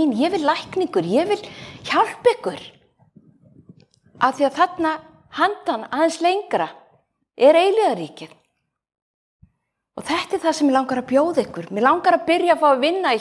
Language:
Icelandic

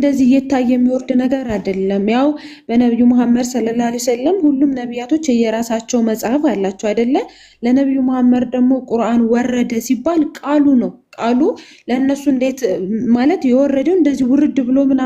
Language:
Amharic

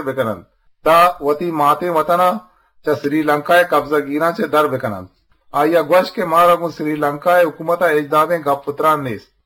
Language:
Eastern Balochi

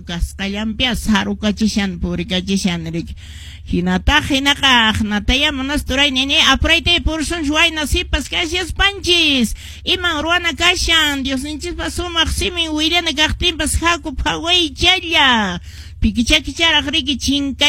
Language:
Quechua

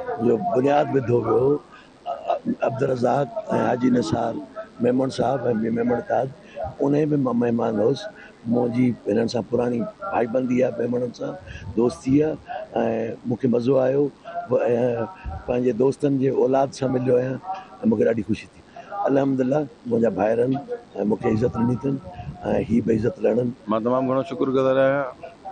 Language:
Sindhi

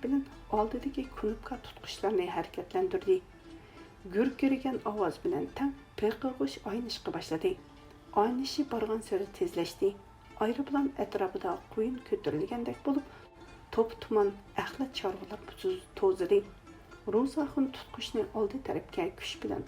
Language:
Uyghur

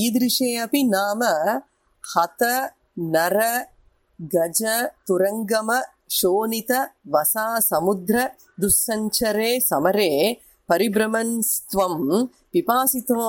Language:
Sanskrit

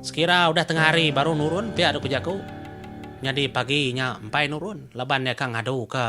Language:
Iban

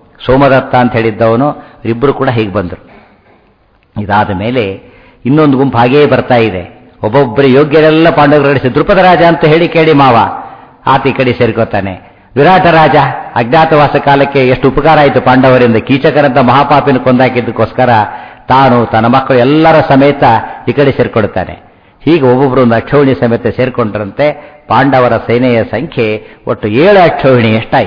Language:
Kannada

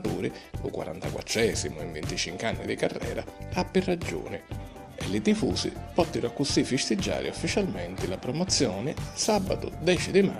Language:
Sicilian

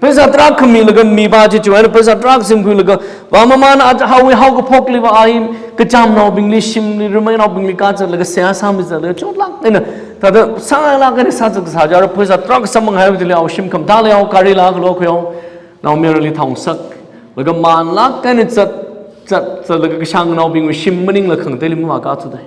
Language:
Tangkhul Naga (India)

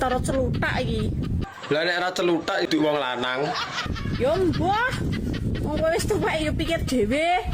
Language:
Javanese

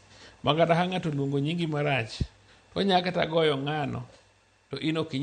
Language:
Luo (Kenya and Tanzania)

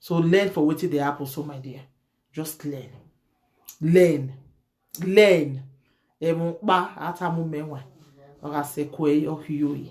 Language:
Nigerian Pidgin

